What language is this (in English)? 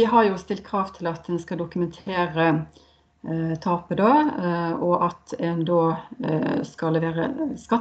Norwegian